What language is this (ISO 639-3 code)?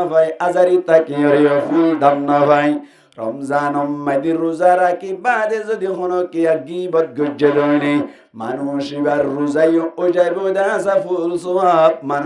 rhg